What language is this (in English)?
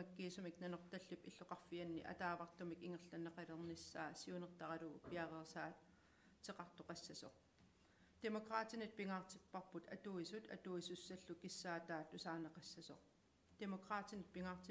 Kalaallisut